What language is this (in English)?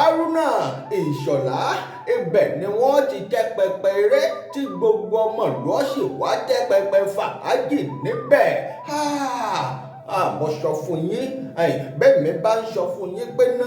Yoruba